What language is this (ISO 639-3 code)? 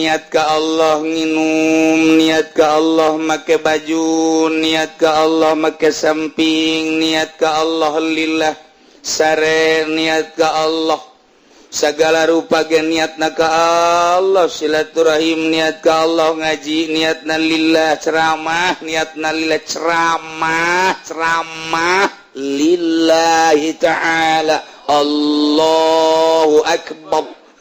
sun